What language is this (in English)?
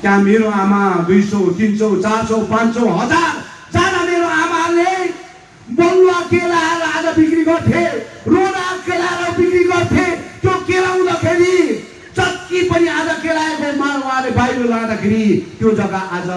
Nepali